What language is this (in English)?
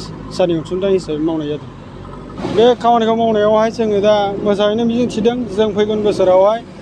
Bodo